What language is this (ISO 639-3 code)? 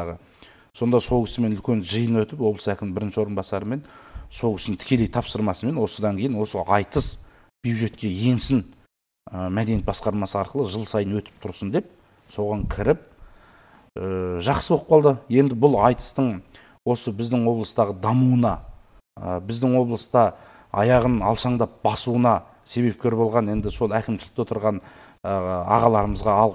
kaz